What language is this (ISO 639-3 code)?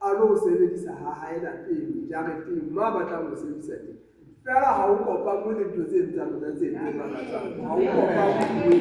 sot